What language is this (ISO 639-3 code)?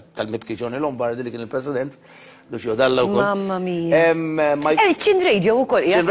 mlt